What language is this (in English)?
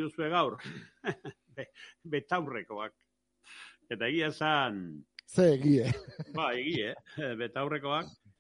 Basque